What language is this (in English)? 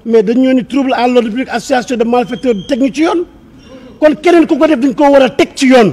Wolof